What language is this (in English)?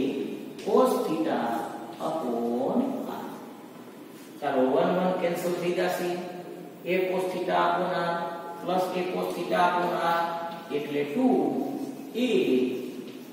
Gujarati